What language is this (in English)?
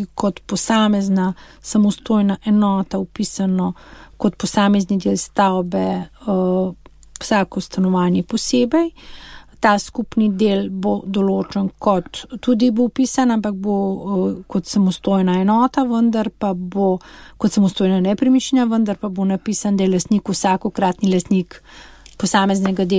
Slovenian